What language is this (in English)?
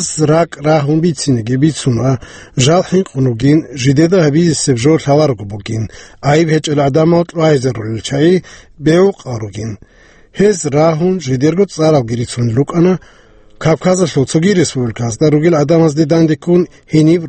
Avaric